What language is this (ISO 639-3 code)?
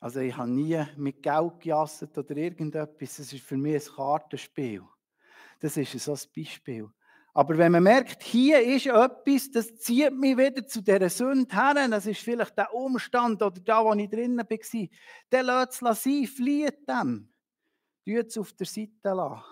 gsw